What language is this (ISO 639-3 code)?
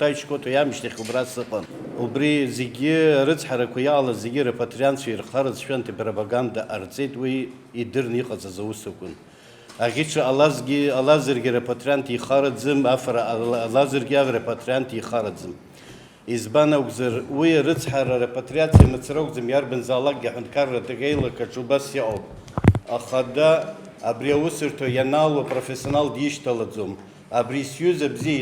abk